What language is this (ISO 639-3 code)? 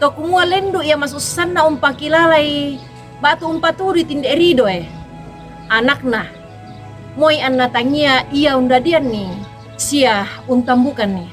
sda